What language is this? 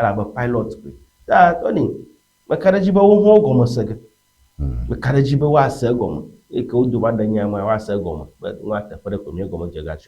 Ewe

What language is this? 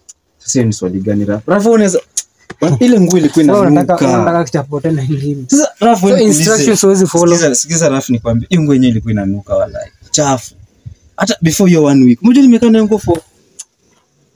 Swahili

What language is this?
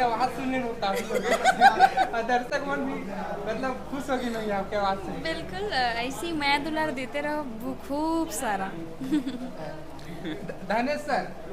Chhattisgarhi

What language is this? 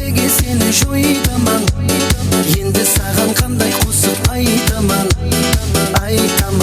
Kara-Kalpak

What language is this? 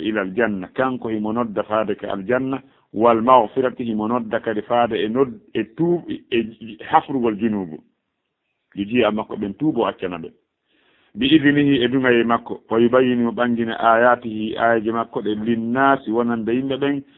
Fula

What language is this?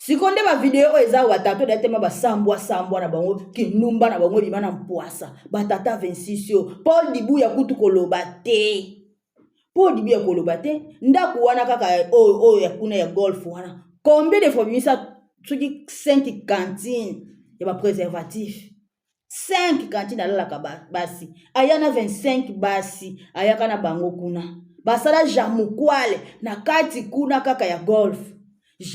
Lingala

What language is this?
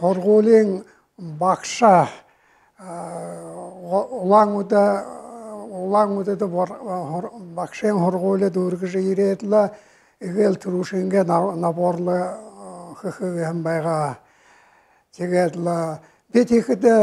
Buriat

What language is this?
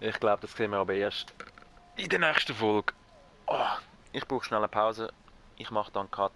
Swiss German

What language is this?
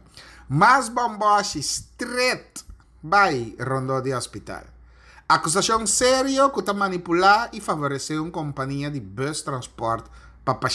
Papiamento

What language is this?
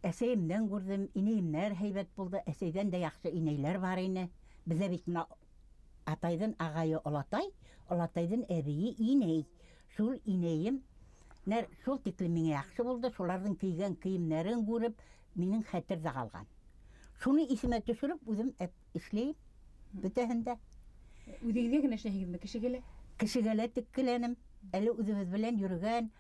Bashkir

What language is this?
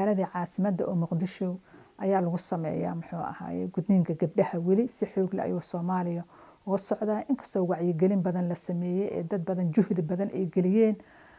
Somali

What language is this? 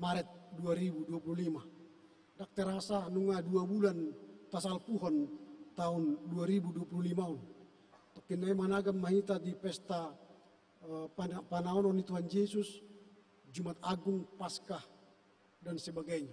Batak Toba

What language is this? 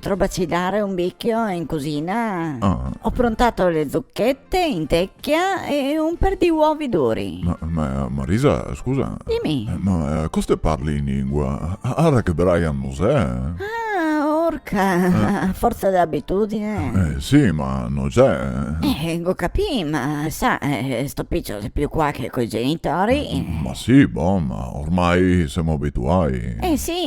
Venetian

